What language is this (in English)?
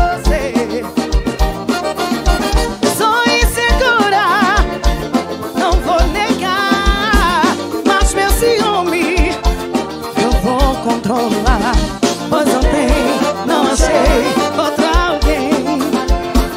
Portuguese